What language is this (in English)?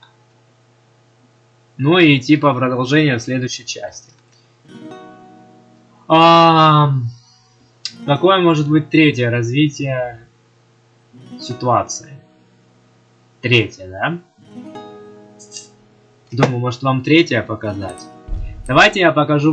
Russian